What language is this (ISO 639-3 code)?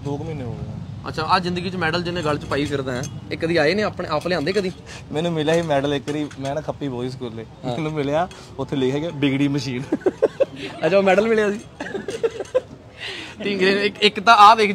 pan